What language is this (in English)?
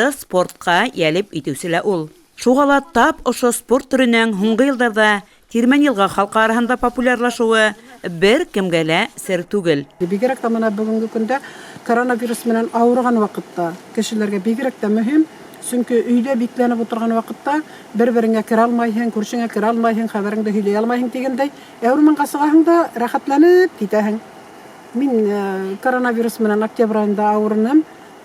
Bashkir